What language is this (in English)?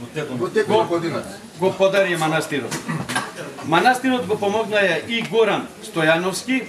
Macedonian